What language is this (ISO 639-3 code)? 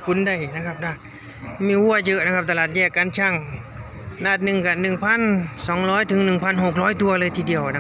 tts